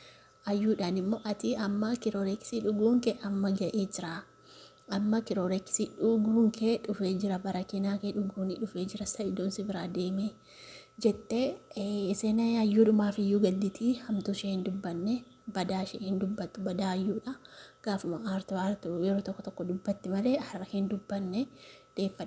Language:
Oromo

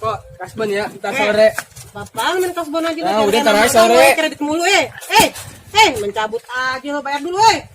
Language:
Betawi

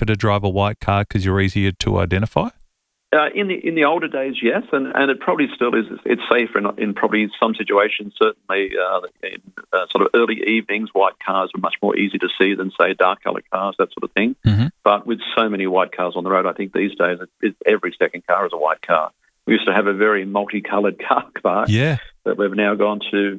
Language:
English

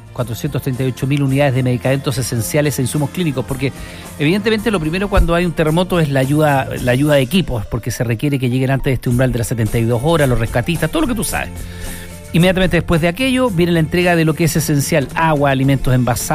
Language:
Spanish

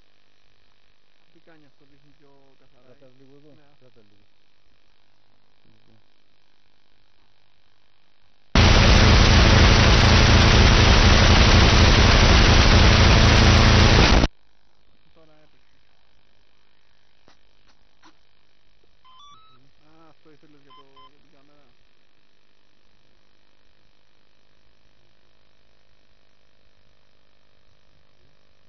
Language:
Greek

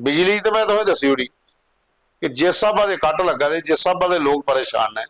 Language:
Dogri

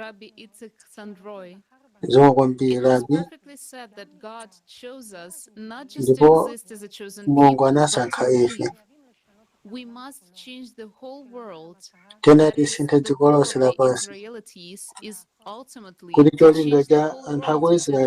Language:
Nyanja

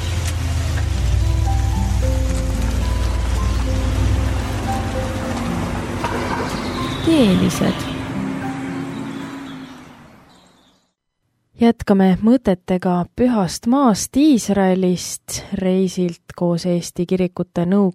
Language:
Estonian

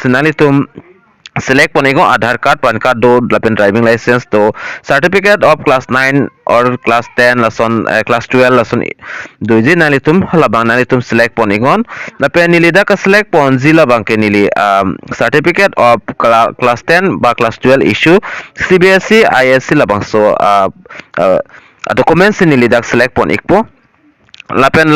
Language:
Karbi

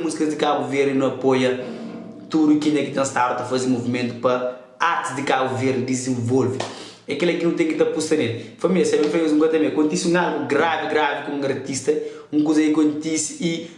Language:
Kabuverdianu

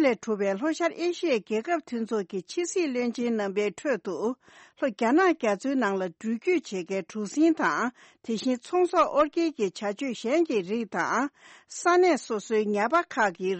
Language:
Tibetan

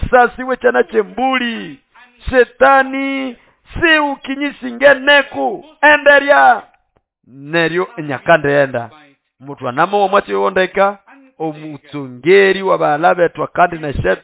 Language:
Nande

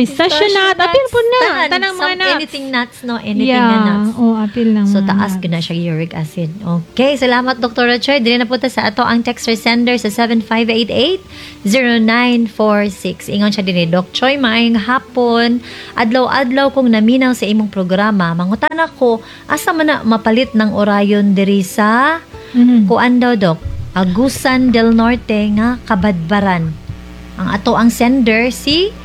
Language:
Cebuano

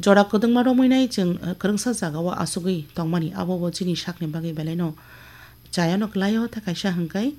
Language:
Kok Borok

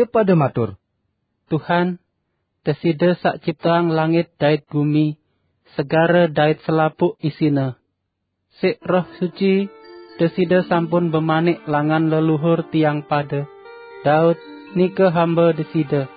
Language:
Sasak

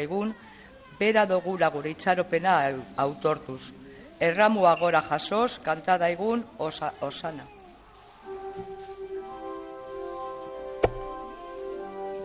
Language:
Basque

